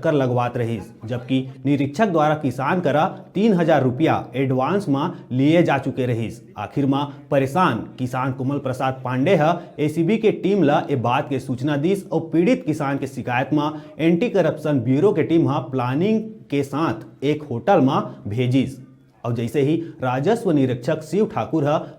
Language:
Chhattisgarhi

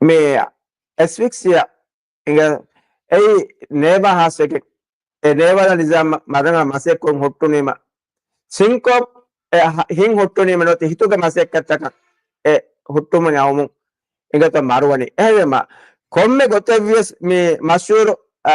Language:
Divehi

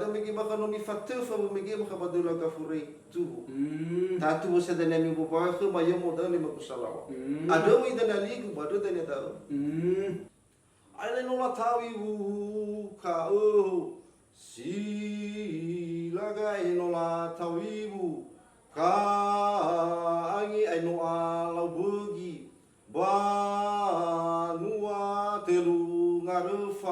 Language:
Nias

